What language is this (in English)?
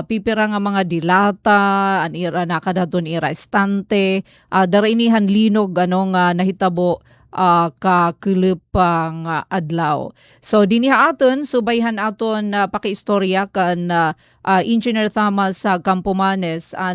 Waray